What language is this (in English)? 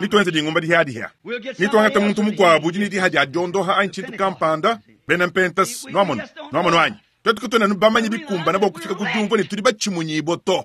Luba-Lulua